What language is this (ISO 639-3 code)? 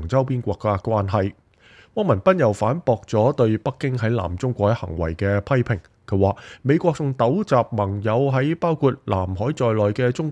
yue